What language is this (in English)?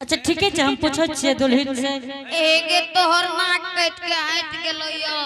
Angika